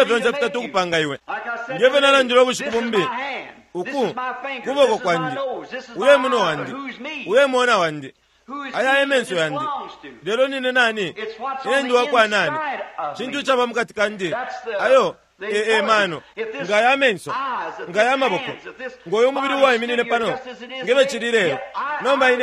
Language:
Bemba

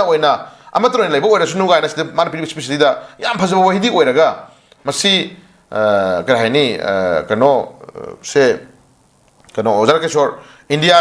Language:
Manipuri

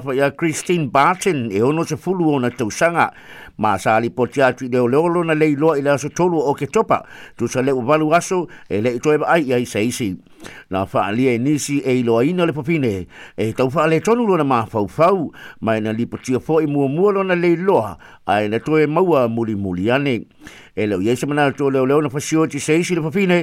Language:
Samoan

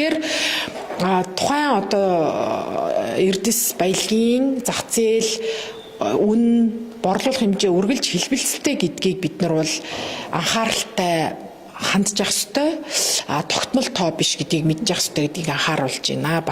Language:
Mongolian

